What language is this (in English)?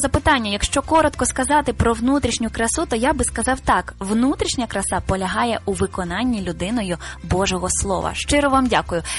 Ukrainian